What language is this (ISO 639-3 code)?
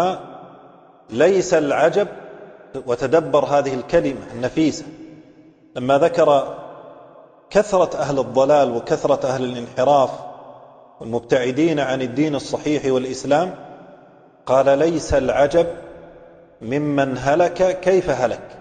ara